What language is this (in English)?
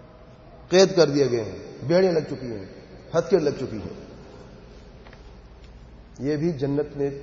Urdu